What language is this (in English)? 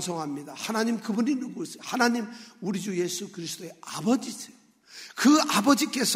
Korean